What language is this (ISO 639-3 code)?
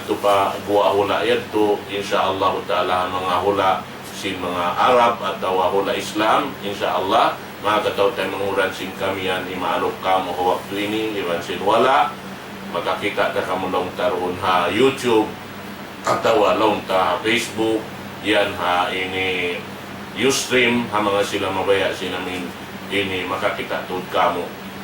tsg